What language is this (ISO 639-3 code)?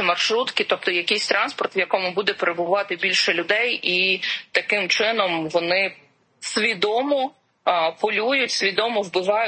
ukr